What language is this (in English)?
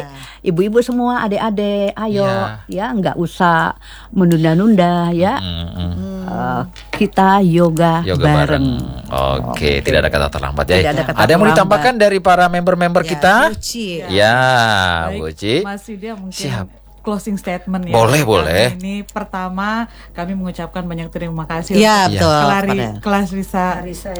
Indonesian